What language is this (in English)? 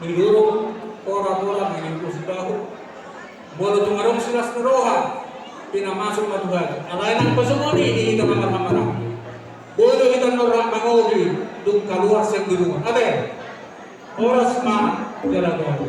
Batak Toba